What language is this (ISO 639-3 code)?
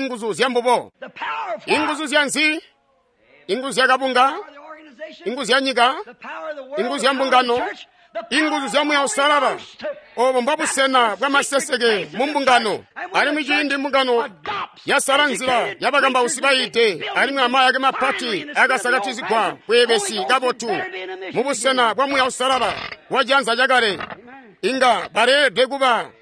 toi